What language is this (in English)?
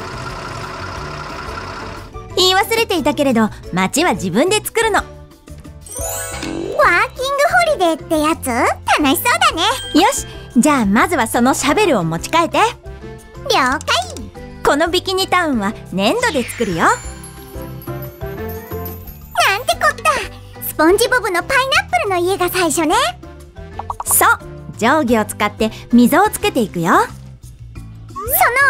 Japanese